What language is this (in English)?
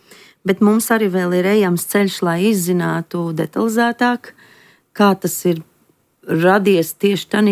Latvian